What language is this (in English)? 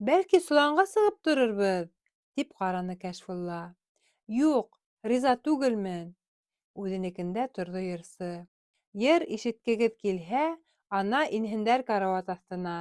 Bashkir